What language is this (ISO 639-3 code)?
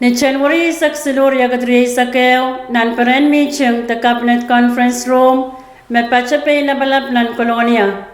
pon